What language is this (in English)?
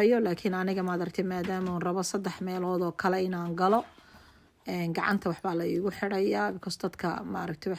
Somali